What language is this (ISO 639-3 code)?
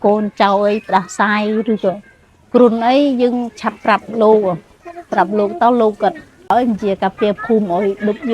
khm